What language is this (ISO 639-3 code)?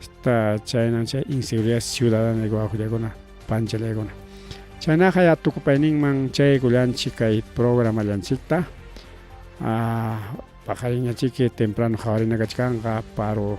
quy